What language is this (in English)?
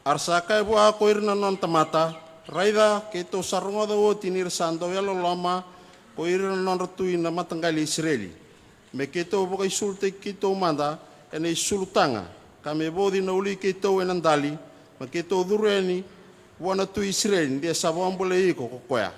Fijian